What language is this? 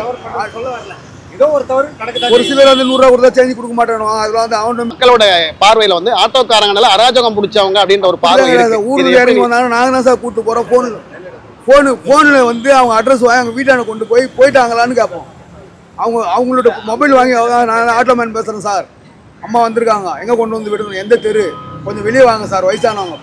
Tamil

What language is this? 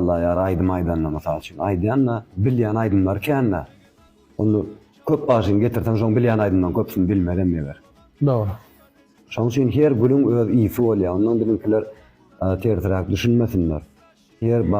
Turkmen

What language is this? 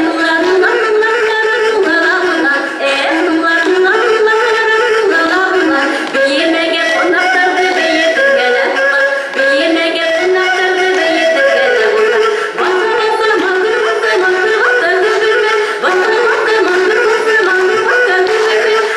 Bashkir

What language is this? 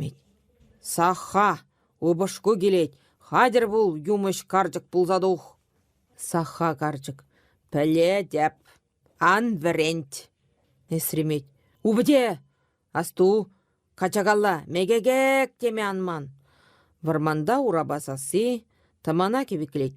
Chuvash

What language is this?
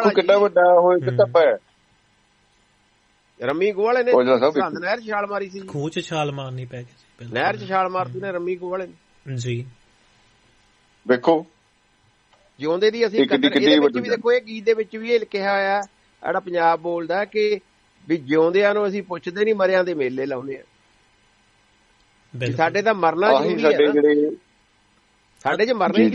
Punjabi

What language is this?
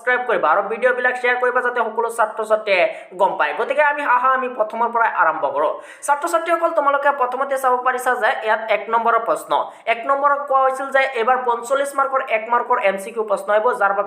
Assamese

